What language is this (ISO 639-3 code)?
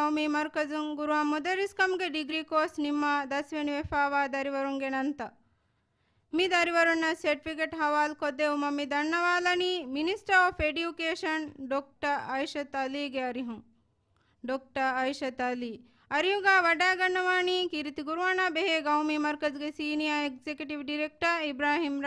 div